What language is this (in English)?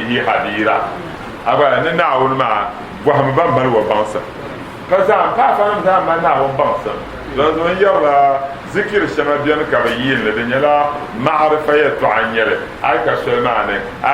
Dagbani